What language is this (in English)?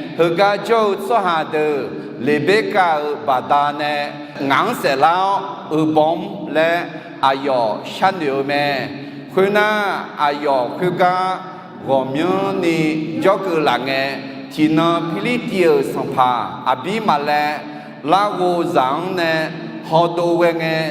Akha